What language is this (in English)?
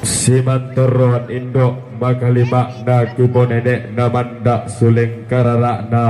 Toraja-Sa'dan